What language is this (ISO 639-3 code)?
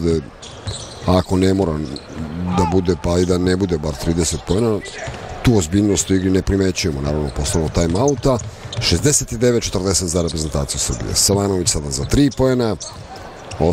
srp